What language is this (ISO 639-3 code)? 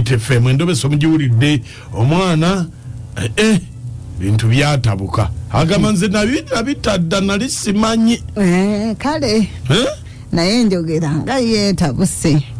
lug